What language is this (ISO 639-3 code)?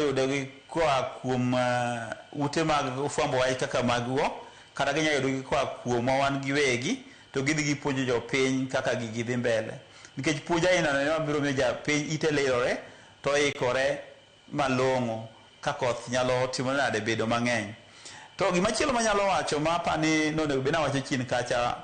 luo